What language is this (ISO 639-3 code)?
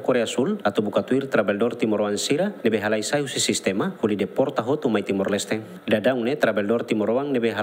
tet